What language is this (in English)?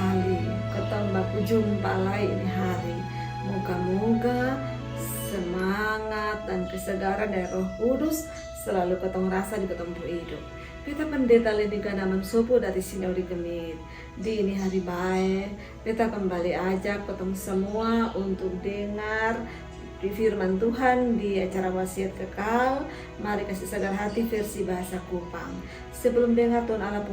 Kupang Malay